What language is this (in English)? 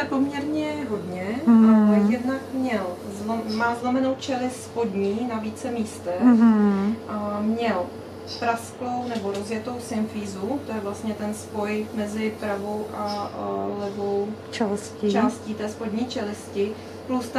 Czech